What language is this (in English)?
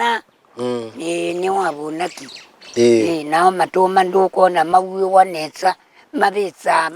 Kamba